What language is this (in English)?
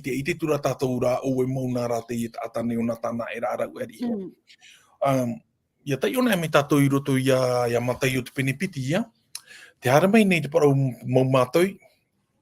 Tahitian